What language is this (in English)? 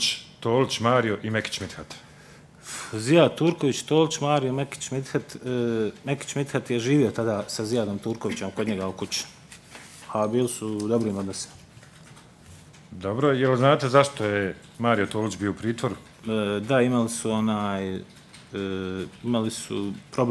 Bosnian